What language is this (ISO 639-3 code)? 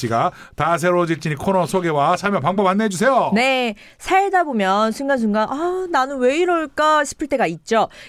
kor